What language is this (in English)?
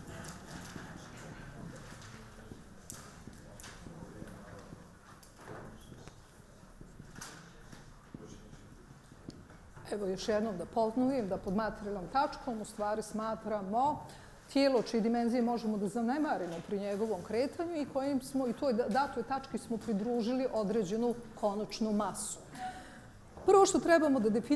Bosnian